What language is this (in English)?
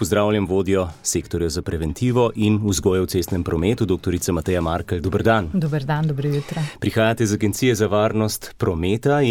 Slovenian